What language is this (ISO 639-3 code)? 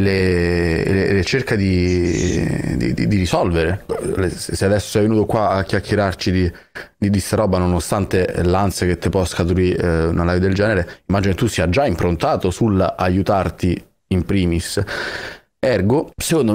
ita